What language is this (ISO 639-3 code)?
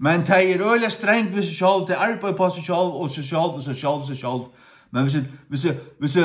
fao